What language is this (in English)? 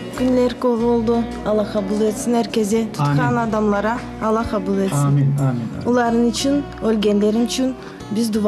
Crimean Tatar